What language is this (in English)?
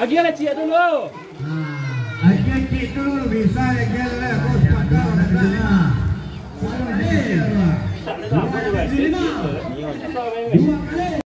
Minangkabau